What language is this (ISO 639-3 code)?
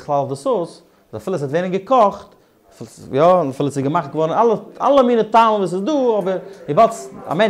yid